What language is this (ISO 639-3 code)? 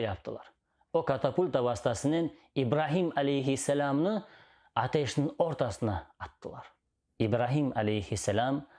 crh